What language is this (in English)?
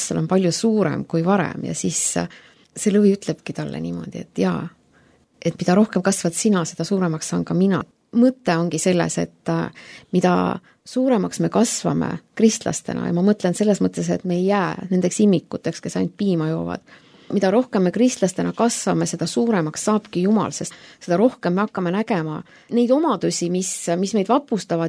Estonian